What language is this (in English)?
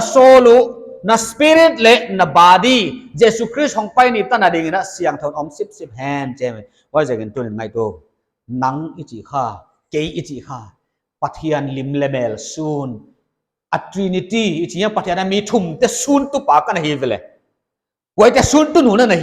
Paite Chin